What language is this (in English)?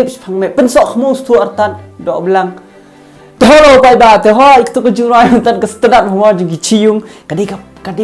Khasi